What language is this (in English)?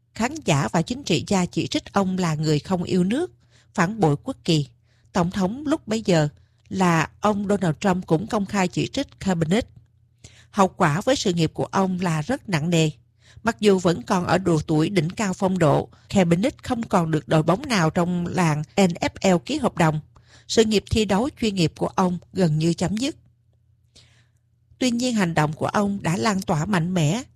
Vietnamese